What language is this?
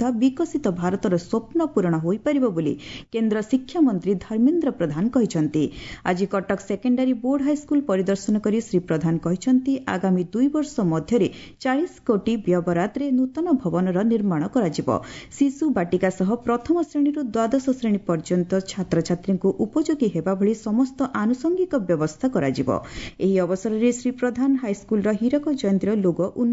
Odia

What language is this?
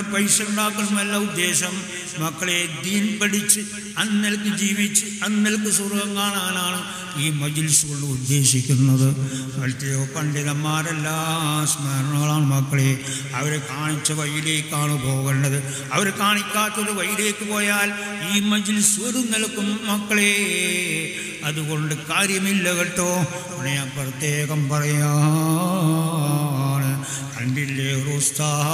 Malayalam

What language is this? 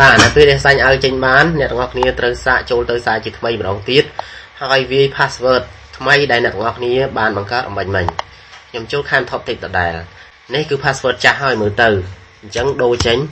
Khmer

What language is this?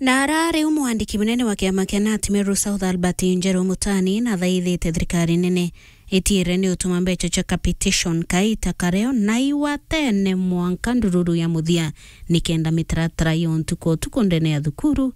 Meru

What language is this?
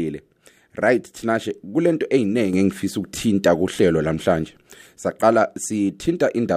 North Ndebele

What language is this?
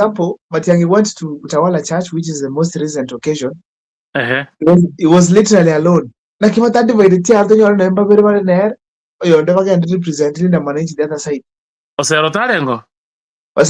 Gusii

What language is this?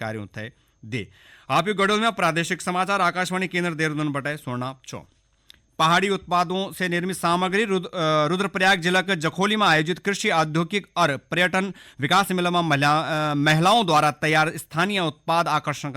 Garhwali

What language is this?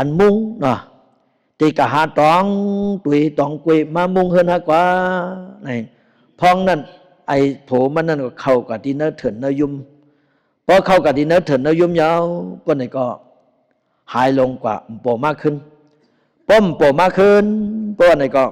Shan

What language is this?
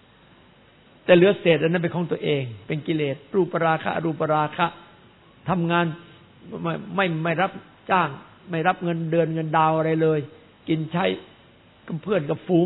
Thai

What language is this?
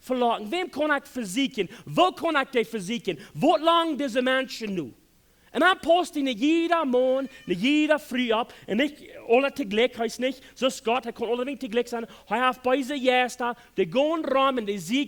Plautdietsch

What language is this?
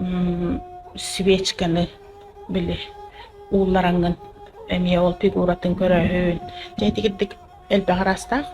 Yakut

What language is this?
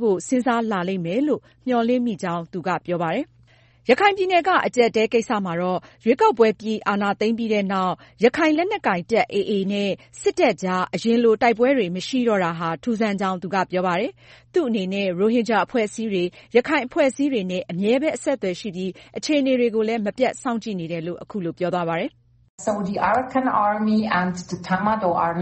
Burmese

